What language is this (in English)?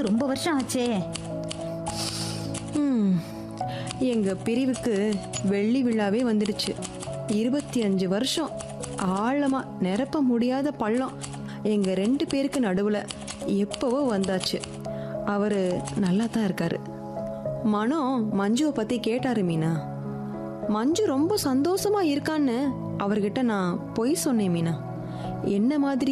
Tamil